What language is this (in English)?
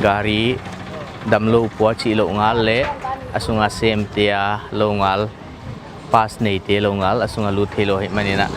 Paite Chin